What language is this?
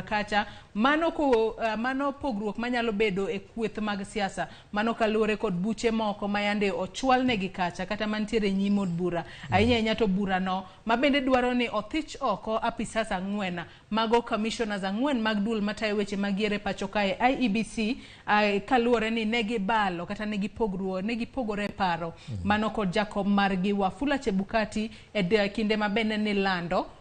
Luo (Kenya and Tanzania)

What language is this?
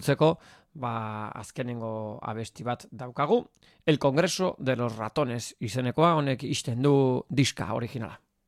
Basque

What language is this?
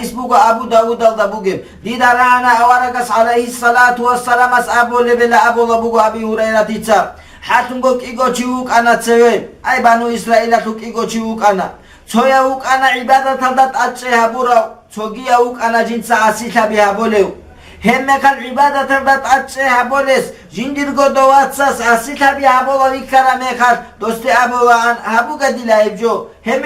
Avaric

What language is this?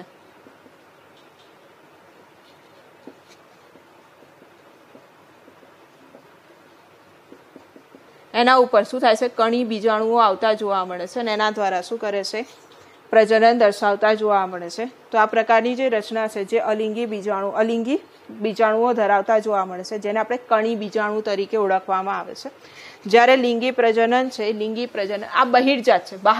Gujarati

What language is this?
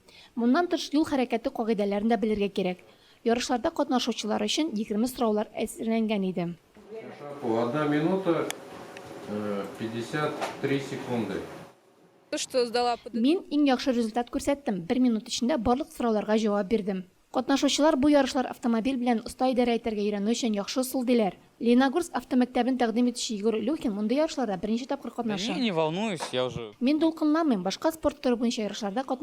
Tatar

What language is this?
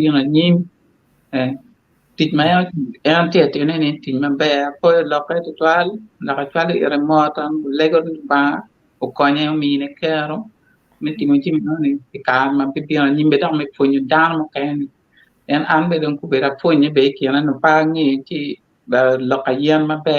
Acoli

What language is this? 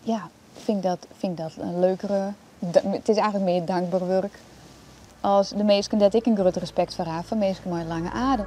Western Frisian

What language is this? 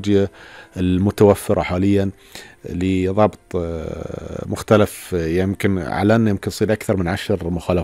Gulf Arabic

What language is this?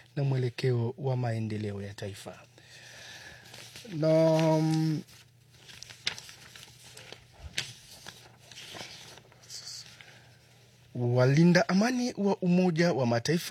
Swahili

